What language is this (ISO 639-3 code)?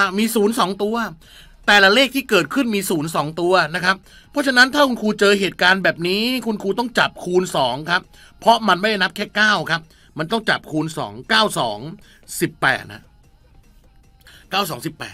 tha